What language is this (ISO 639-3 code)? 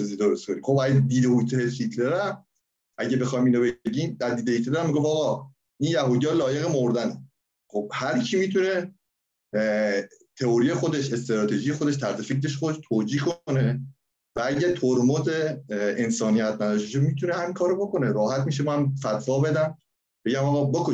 fas